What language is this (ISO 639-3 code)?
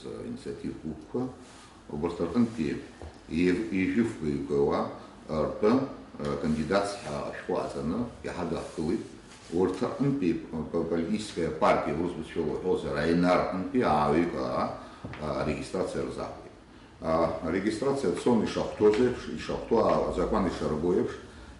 abk